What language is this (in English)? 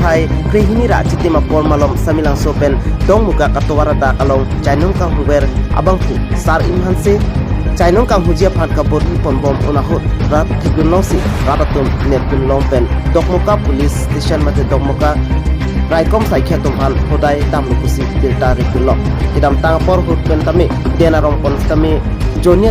Karbi